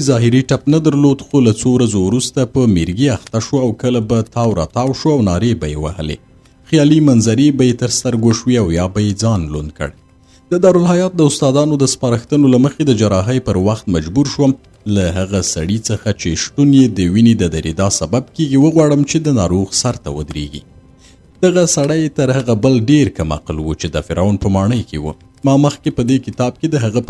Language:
Pashto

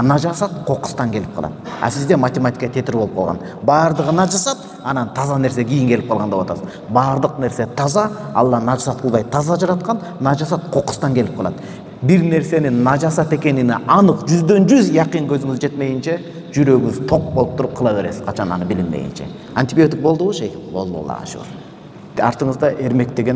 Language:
Kyrgyz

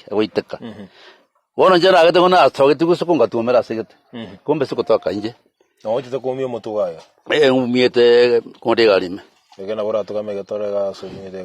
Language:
Gusii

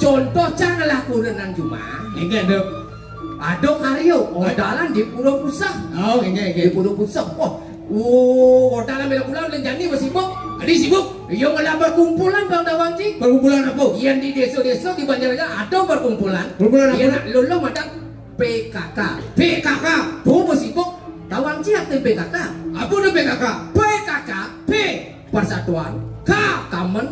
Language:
Balinese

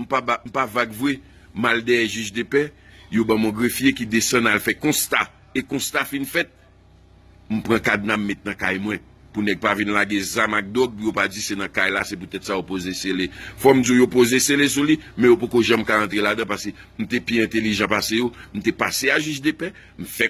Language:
Haitian Creole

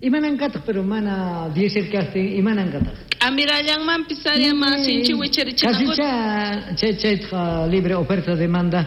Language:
South Bolivian Quechua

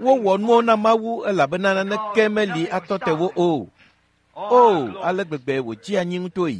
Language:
Ewe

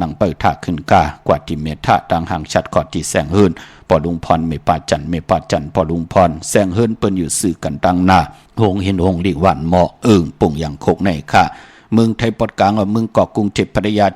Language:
Shan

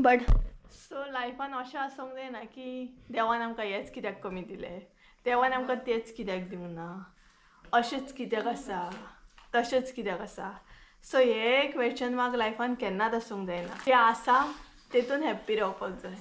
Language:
Konkani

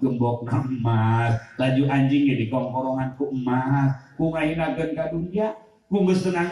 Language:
Sundanese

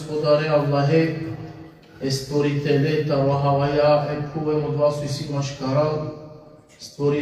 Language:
Balkan Romani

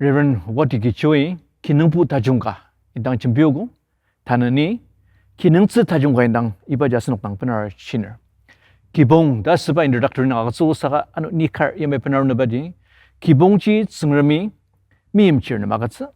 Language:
Ao Naga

